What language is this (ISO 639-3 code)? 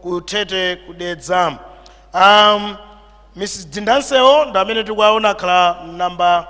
nya